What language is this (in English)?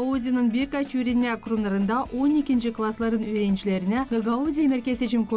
Gagauz